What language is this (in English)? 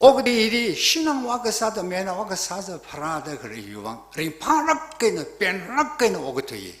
Tangkhul Naga (India)